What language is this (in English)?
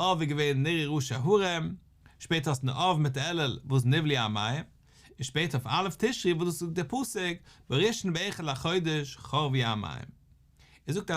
Yiddish